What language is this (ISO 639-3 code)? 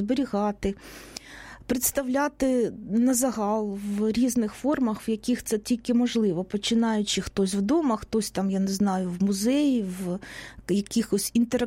ukr